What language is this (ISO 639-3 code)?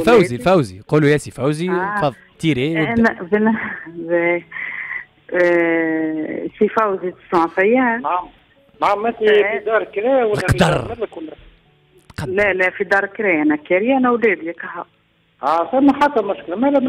aeb